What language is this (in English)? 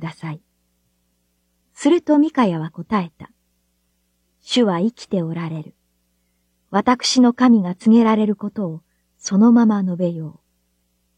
Japanese